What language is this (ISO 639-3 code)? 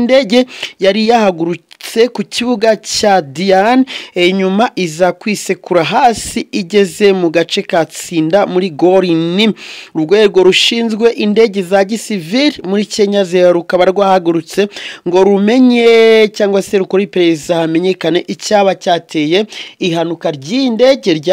kin